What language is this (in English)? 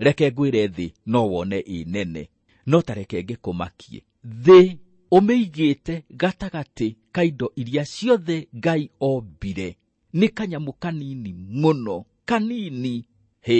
Kikuyu